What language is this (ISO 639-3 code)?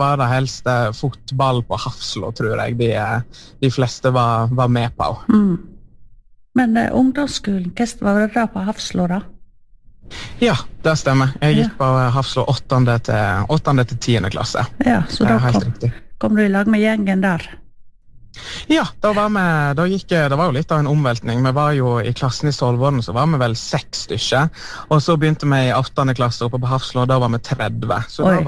nor